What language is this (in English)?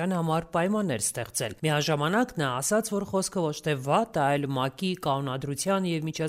Armenian